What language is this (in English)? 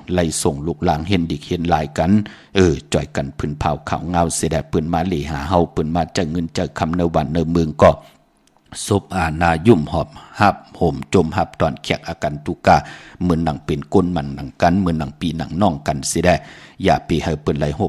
Shan